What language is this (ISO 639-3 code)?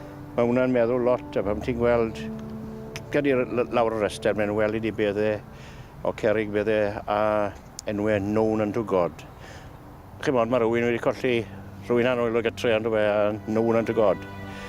cym